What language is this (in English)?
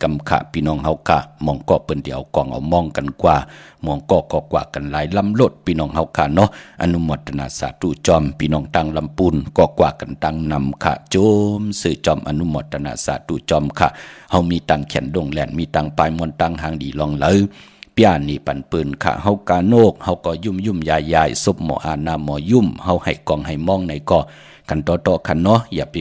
Shan